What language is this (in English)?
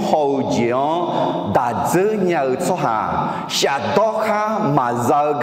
Akha